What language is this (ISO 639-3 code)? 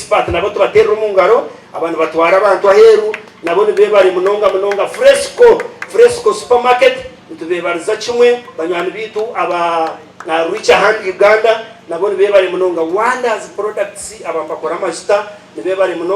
nyn